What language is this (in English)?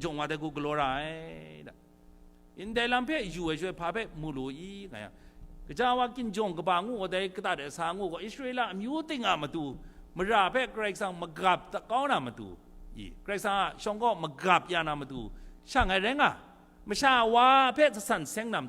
Kachin